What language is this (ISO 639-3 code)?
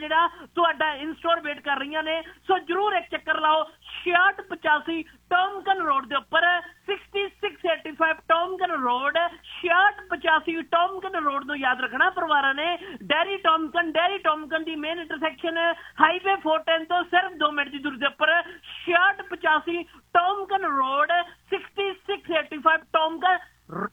pan